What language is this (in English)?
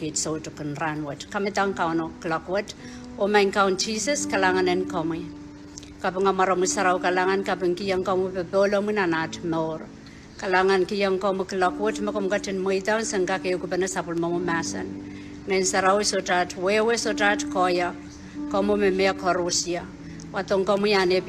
Pohnpeian